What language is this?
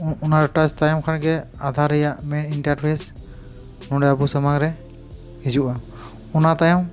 Santali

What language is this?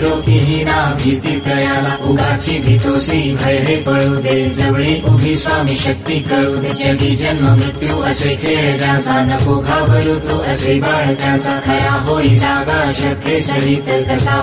Marathi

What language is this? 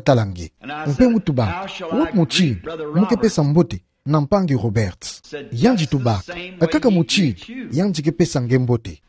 Kituba (Democratic Republic of Congo)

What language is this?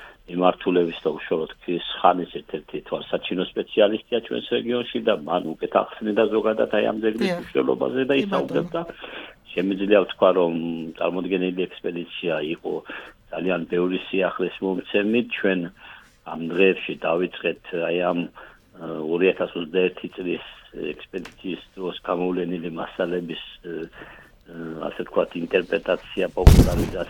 Georgian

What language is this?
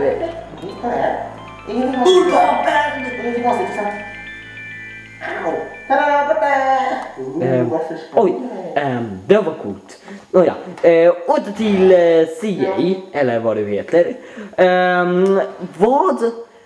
Swedish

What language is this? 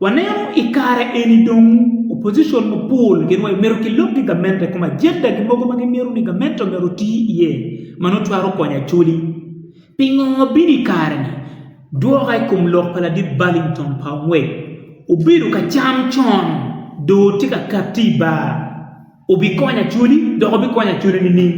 Acoli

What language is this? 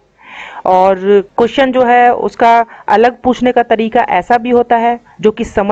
Hindi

